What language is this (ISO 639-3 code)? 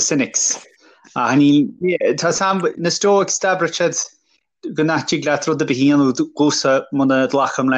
gle